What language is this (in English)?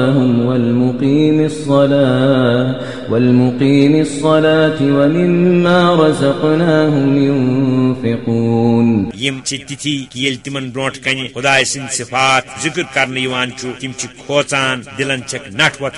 Kashmiri